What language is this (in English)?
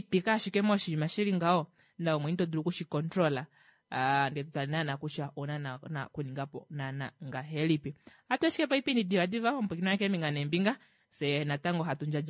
Kuanyama